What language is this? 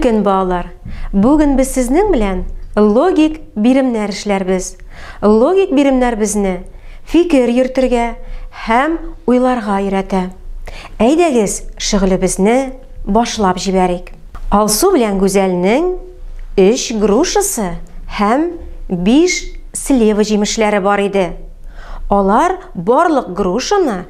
Tatar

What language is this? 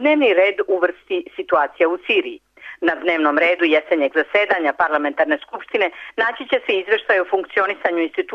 Serbian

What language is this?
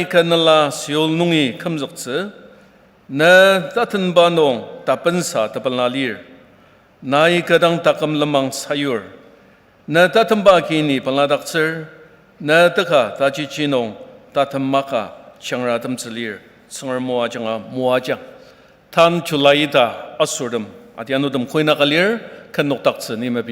Ao Naga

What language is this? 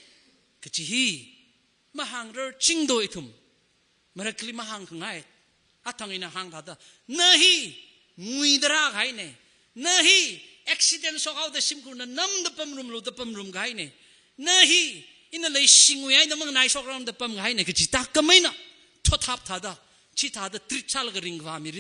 Tangkhul Naga (India)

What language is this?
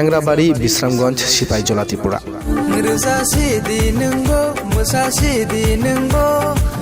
Kok Borok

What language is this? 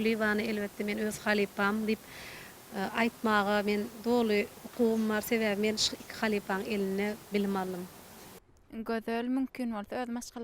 Turkmen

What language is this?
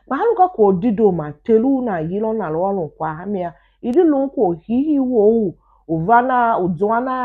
Tiv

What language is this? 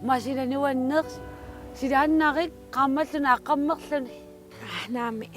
Kalaallisut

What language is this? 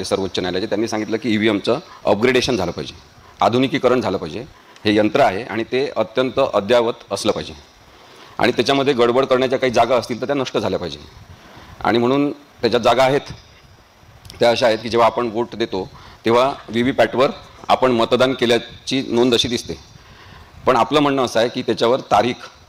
Marathi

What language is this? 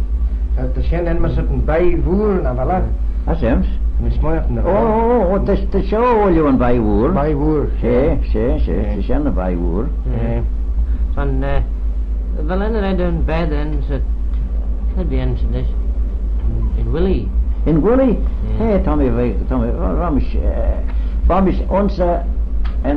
Manx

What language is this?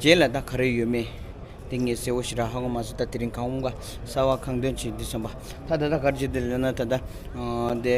Tibetan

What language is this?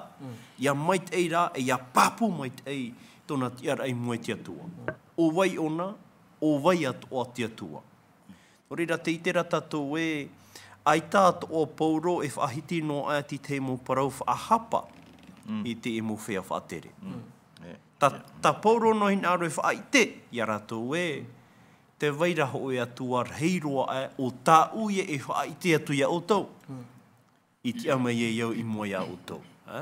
Tahitian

